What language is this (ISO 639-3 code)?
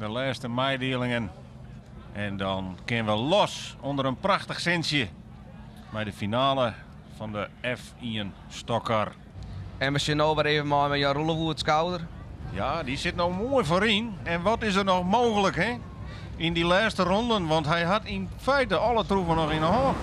fry